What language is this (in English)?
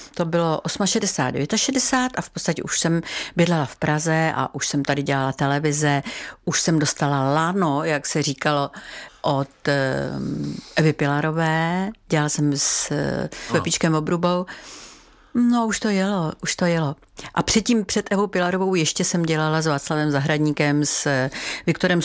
Czech